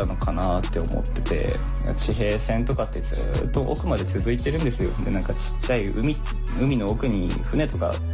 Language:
Japanese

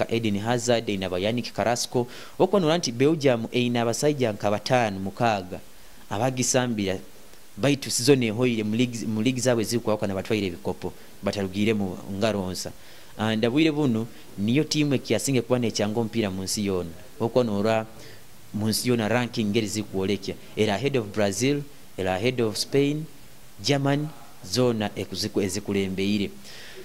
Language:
Nyoro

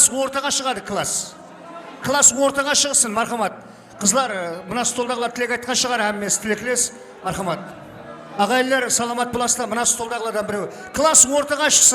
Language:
Kara-Kalpak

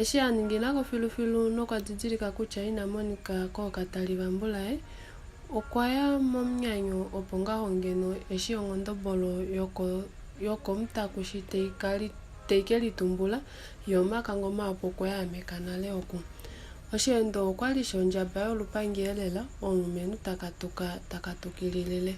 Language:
Kuanyama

